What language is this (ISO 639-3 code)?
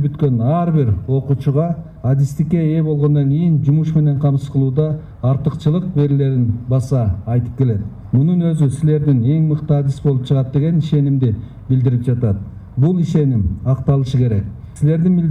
kir